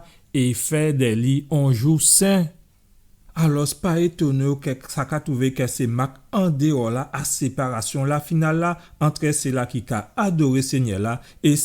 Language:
Guadeloupean Creole French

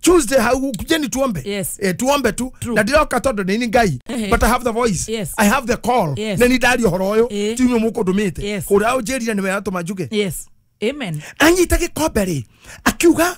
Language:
Kikuyu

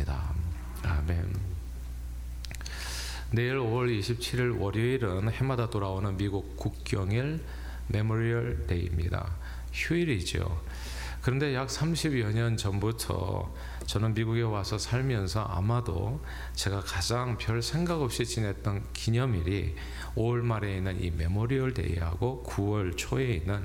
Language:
Korean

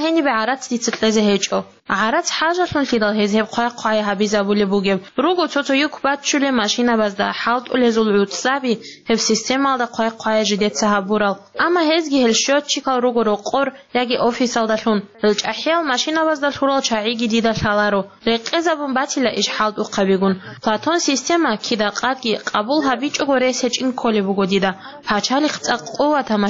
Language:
Avaric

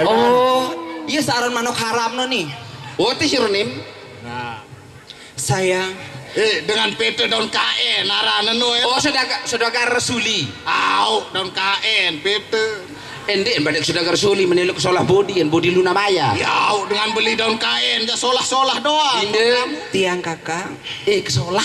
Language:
Sasak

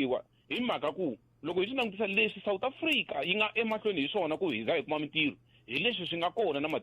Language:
Tsonga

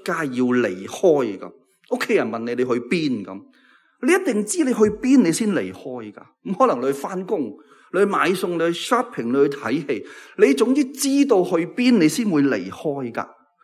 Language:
Cantonese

